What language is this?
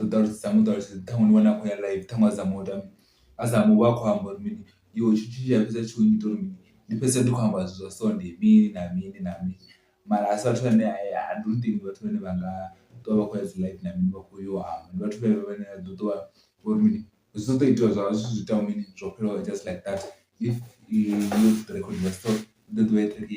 Venda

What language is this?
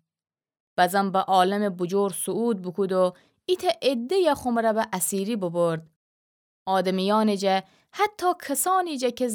Gilaki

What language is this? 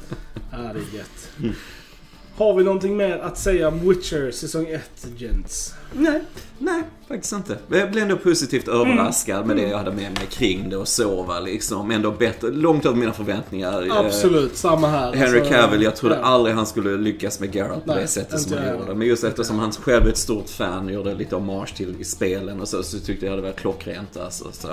Swedish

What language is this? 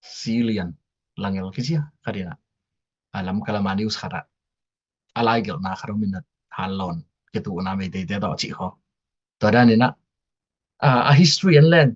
Tedim Chin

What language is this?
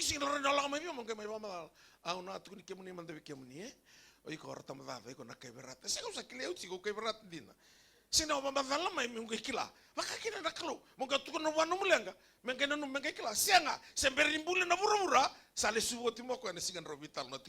Fijian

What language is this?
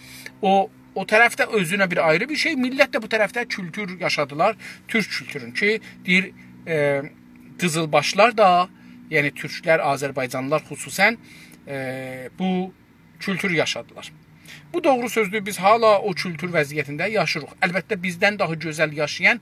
South Azerbaijani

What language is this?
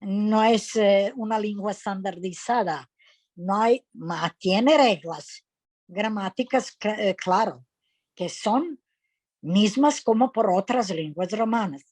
Ladino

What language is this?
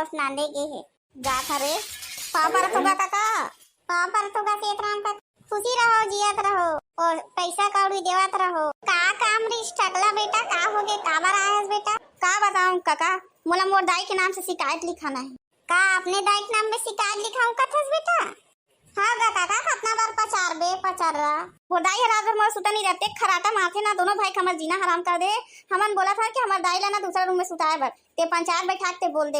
Chhattisgarhi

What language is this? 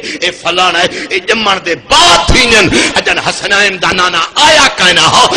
Saraiki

